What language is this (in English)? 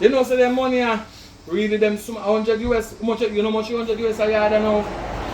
Jamaican Creole English